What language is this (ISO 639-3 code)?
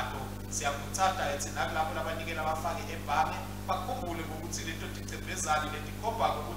ssw